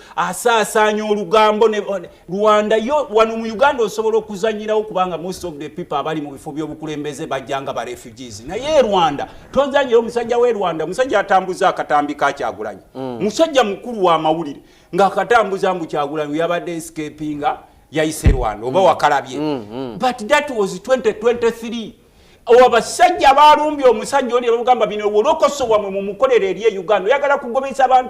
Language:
Ganda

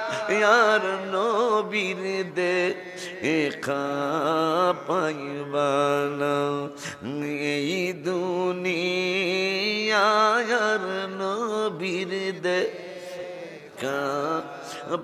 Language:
Bangla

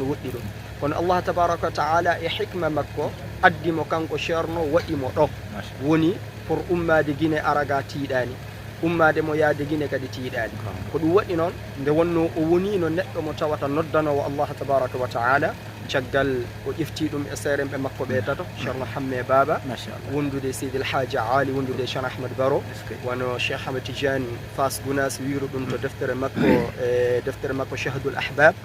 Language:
Fula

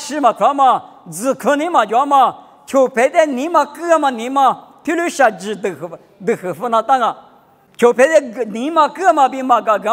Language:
Lisu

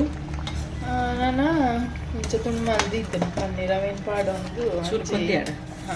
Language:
Tulu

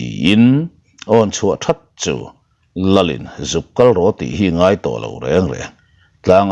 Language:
Mizo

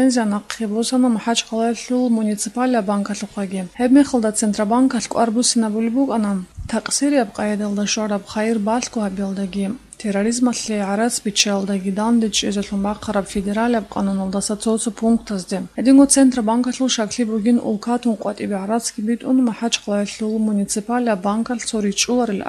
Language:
Avaric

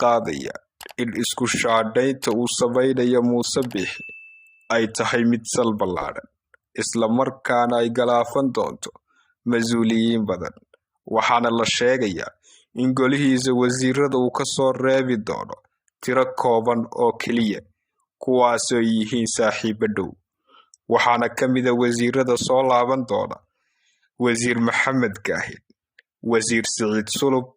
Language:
Somali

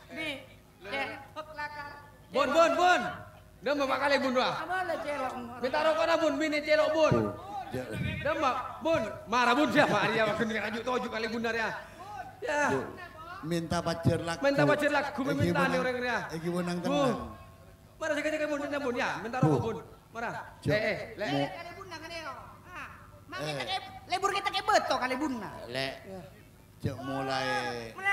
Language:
Madurese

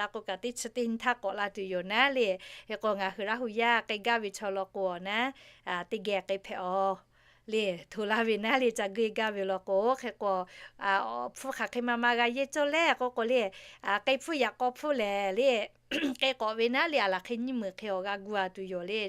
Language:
Lahu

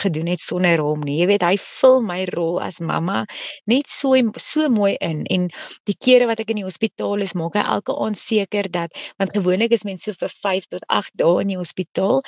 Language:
Afrikaans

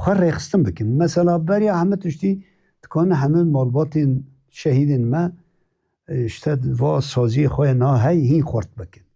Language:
Kurdish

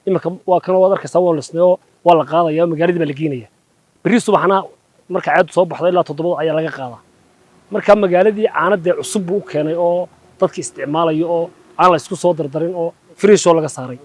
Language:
Somali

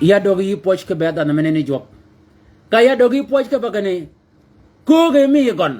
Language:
Shilluk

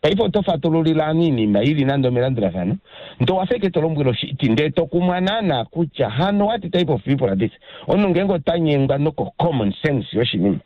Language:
Kuanyama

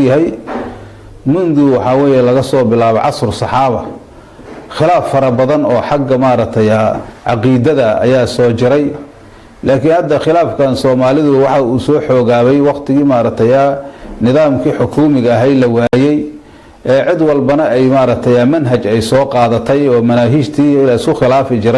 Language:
Somali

